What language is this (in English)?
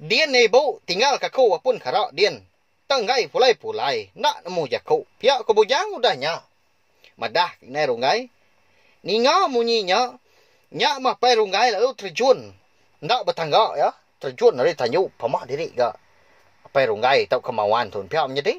Iban